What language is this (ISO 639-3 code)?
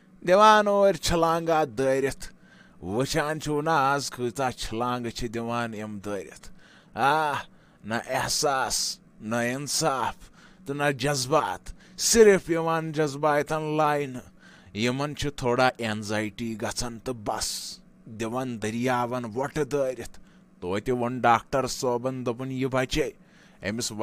kas